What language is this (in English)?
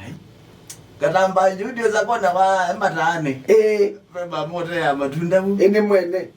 Kamba